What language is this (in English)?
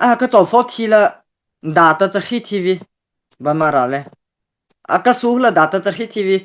Mara Chin